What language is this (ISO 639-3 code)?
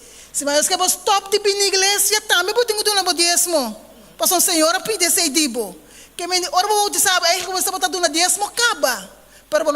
pap